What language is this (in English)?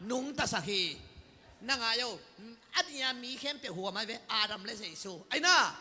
Tedim Chin